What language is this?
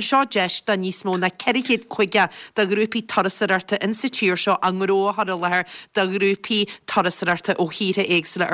Irish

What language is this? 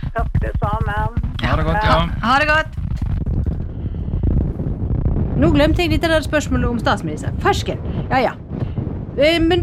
Norwegian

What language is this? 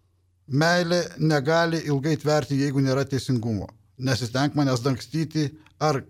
Lithuanian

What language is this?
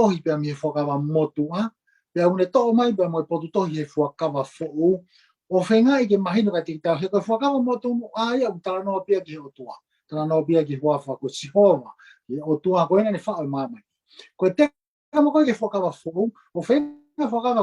Tongan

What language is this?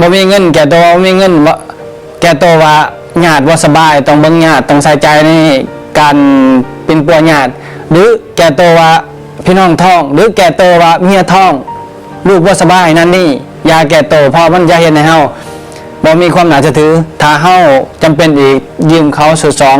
Lao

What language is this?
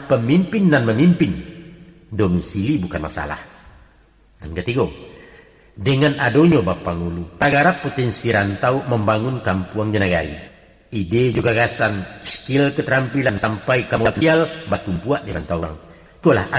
Minangkabau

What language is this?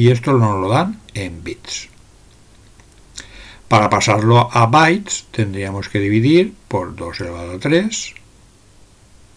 Spanish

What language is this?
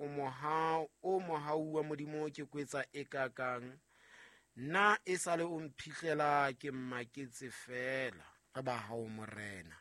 Southern Sotho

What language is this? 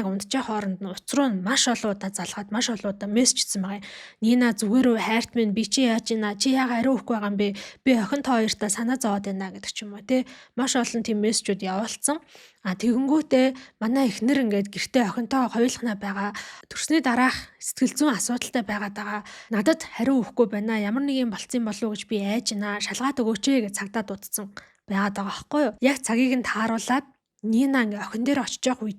Mongolian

